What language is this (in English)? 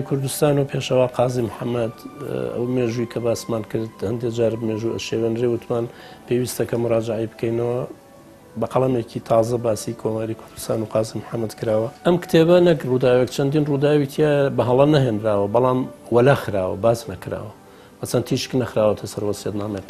Central Kurdish